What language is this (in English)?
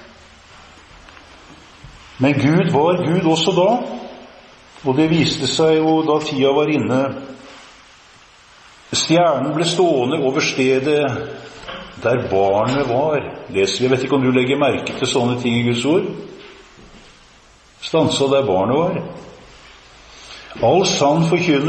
Norwegian